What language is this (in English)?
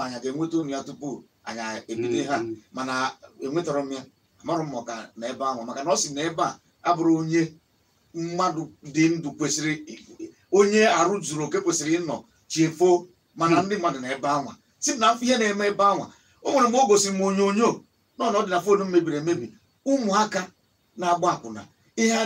Igbo